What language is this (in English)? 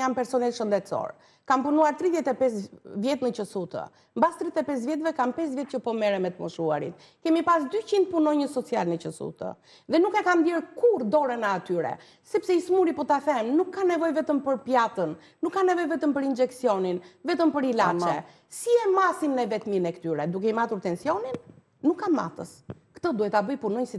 Albanian